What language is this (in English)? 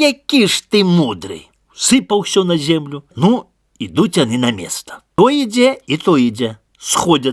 Belarusian